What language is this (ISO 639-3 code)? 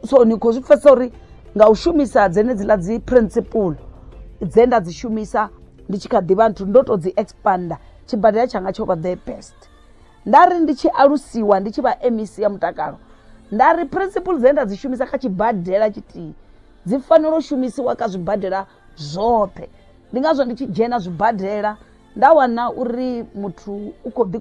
ven